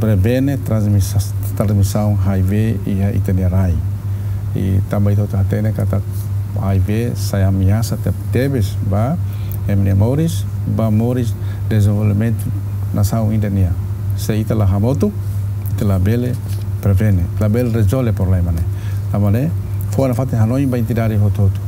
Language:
Tetum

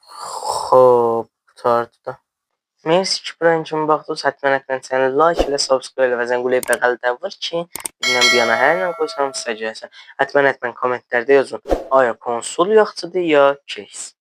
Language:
South Azerbaijani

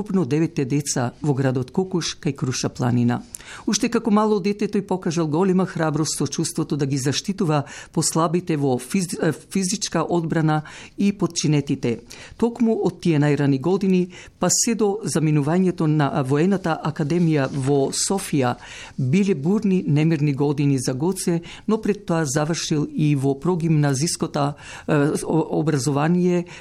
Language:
Macedonian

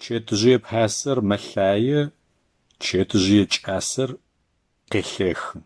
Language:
Adyghe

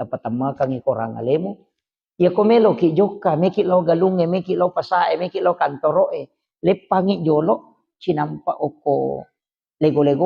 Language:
Buginese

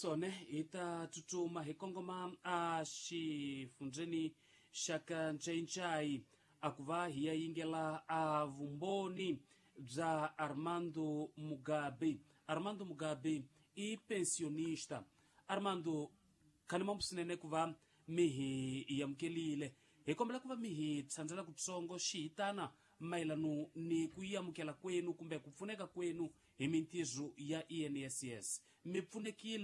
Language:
Tsonga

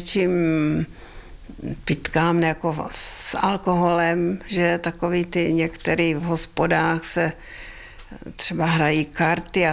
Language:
Czech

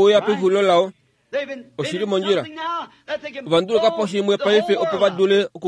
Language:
Kuanyama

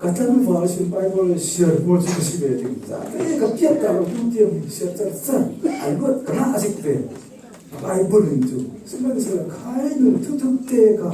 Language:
Falam Chin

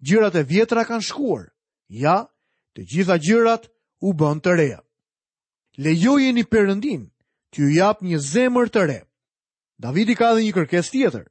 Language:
Albanian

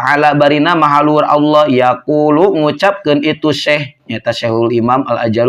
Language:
Sundanese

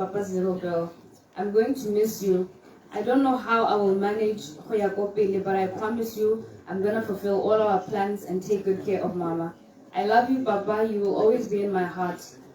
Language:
Tswana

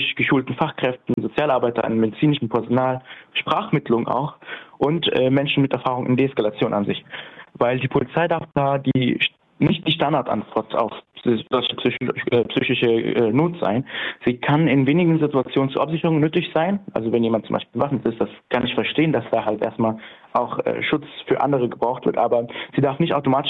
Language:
German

